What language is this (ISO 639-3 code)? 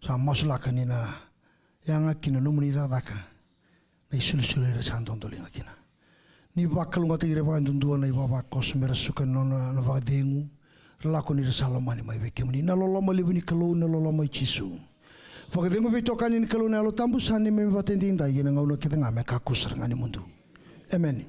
fij